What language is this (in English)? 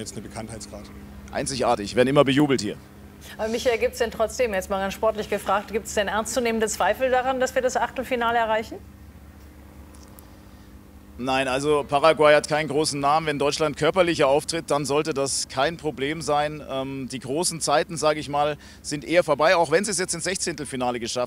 German